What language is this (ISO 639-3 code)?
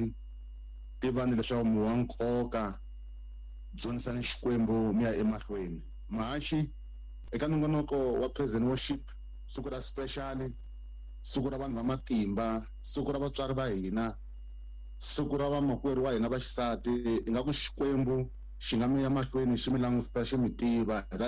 tso